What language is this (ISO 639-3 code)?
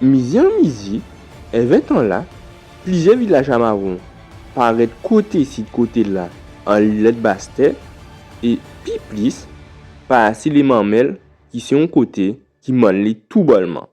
gcf